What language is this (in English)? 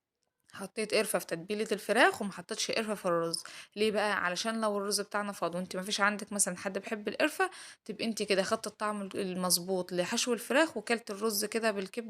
Egyptian Arabic